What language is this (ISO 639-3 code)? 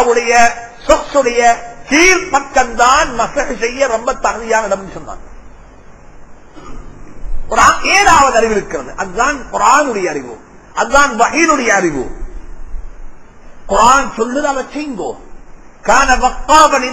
tam